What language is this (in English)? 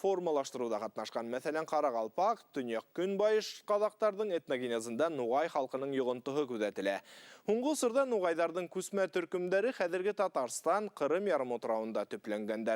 Bashkir